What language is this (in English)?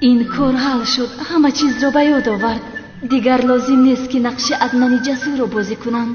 Tajik